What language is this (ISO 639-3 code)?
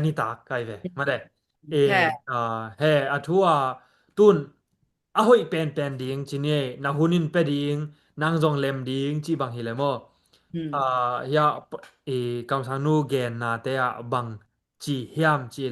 ctd